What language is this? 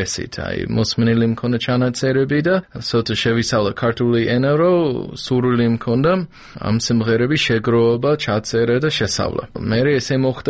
Georgian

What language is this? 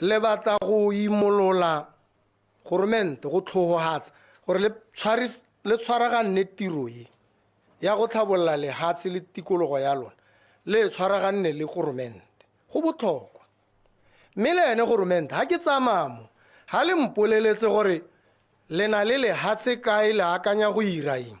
Tswana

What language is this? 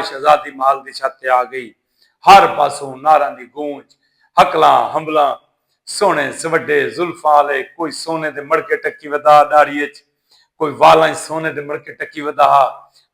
Saraiki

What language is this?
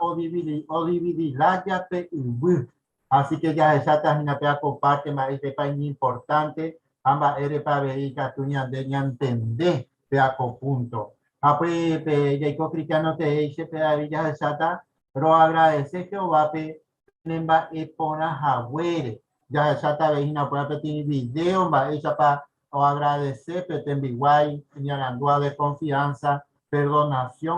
Guarani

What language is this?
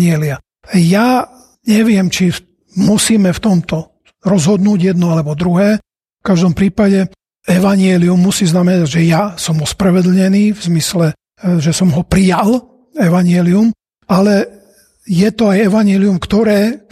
Slovak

